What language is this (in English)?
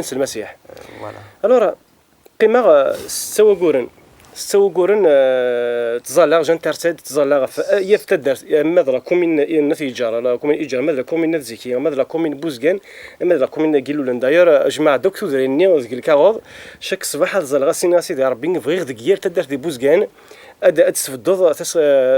Kabyle